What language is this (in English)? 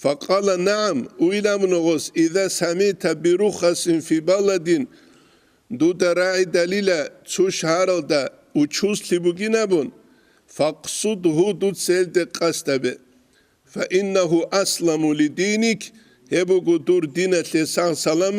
Avaric